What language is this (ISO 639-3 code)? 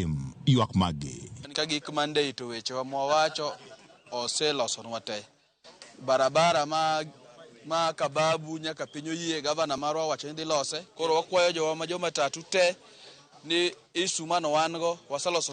luo